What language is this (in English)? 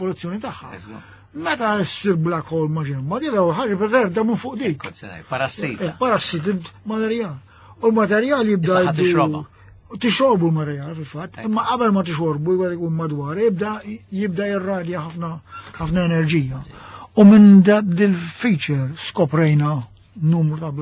Maltese